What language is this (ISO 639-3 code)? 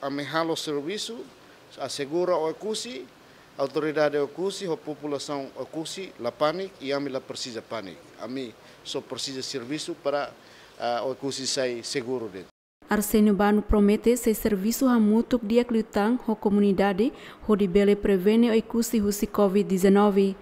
tet